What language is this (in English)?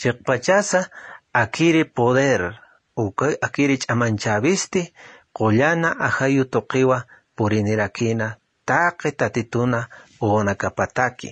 Aymara